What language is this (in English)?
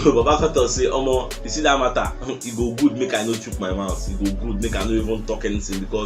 Nigerian Pidgin